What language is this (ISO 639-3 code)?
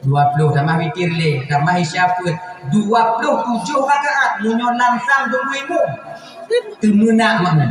ace